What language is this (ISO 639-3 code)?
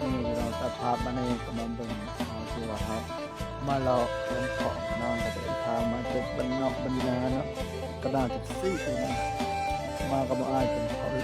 tts